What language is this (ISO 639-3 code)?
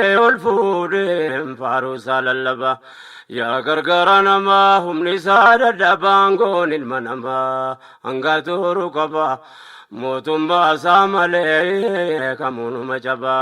orm